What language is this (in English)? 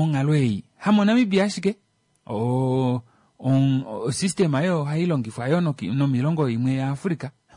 Kuanyama